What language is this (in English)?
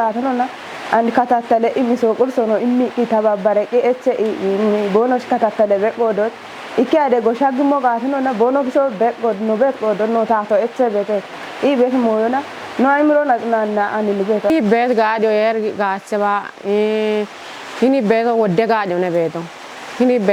Kafa